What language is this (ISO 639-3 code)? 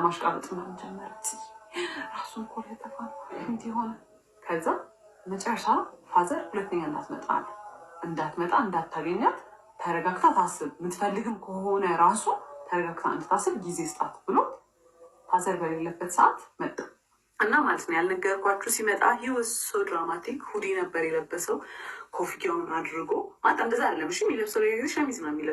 amh